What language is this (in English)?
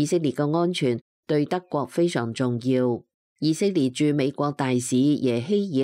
Cantonese